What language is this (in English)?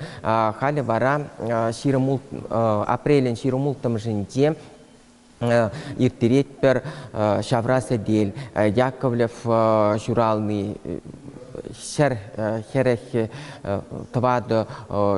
Chuvash